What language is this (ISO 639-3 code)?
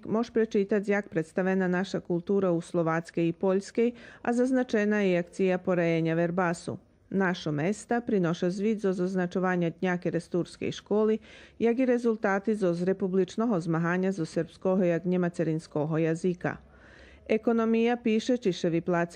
rue